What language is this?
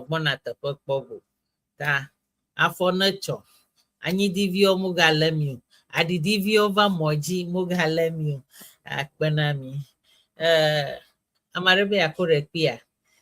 Ewe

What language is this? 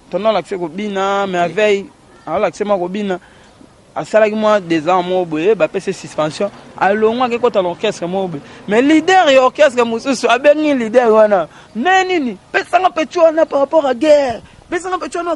Lingala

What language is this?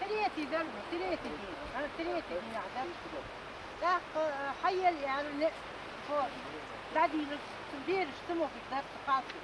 Ingush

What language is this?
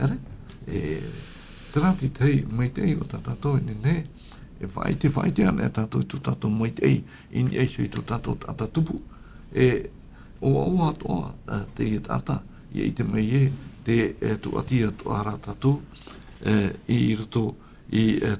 Tahitian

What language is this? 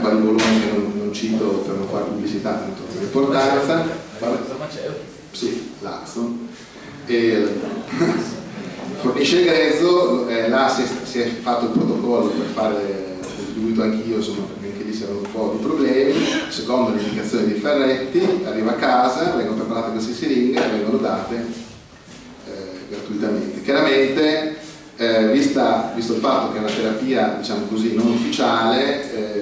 Italian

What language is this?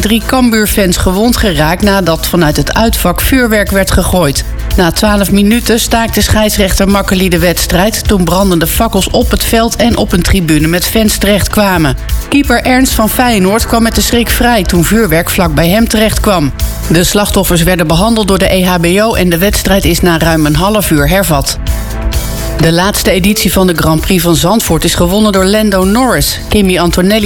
Dutch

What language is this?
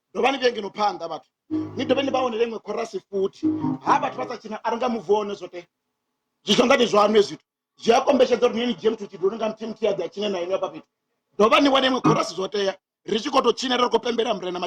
Venda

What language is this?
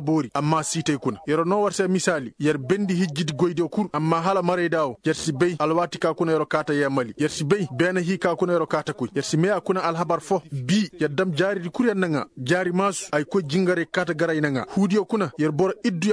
Koyraboro Senni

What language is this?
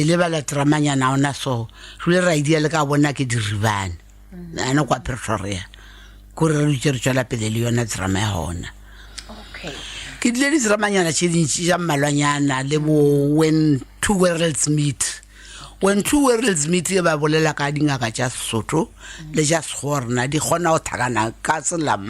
Northern Sotho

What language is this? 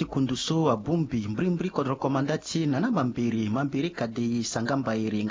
Sango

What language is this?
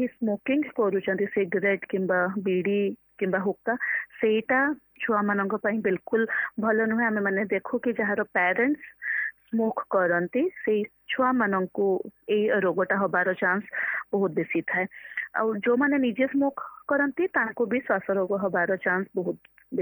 Odia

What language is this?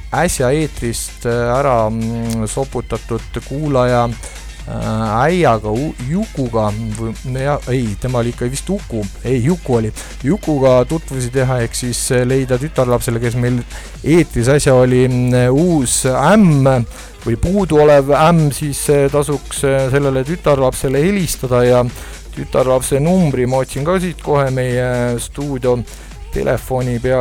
Estonian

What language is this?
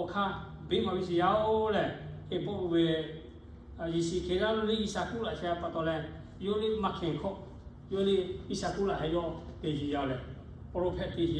Lahu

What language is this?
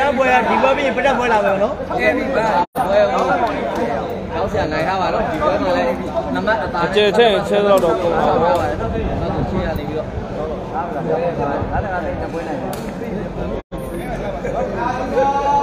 Burmese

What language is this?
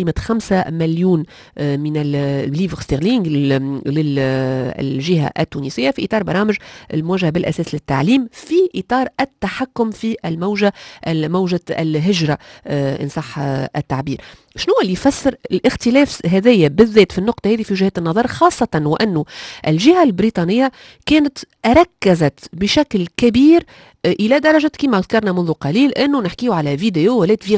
Tunisian Arabic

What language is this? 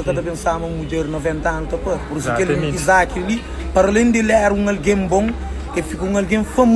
Kabuverdianu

